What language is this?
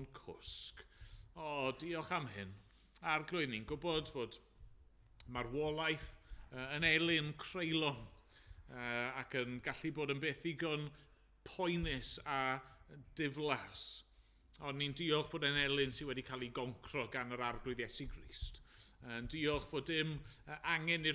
Welsh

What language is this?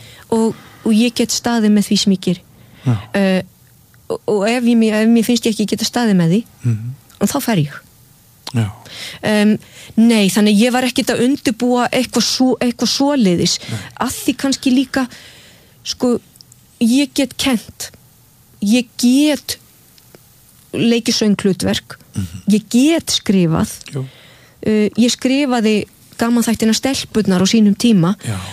Icelandic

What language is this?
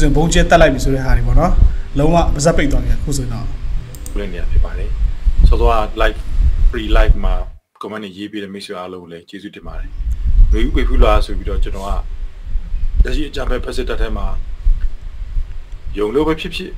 Burmese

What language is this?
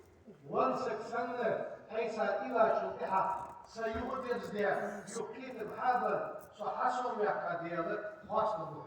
Ingush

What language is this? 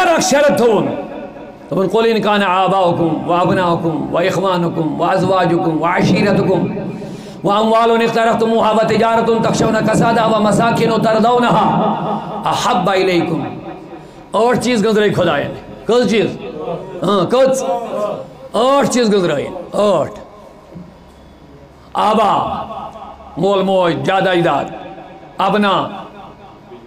Kashmiri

